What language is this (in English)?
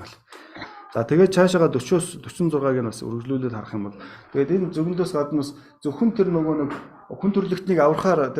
Mongolian